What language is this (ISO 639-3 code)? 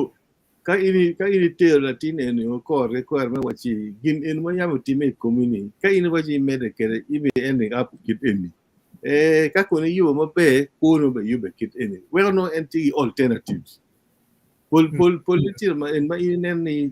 ach